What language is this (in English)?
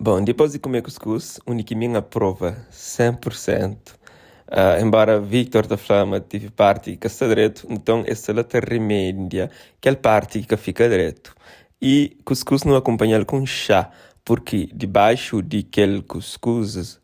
Kabuverdianu